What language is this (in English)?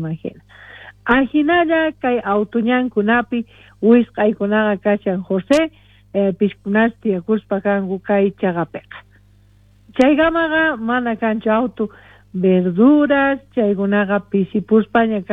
South Bolivian Quechua